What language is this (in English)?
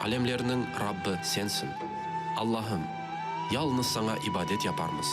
Crimean Tatar